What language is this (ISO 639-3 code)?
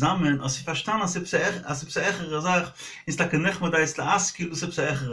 yid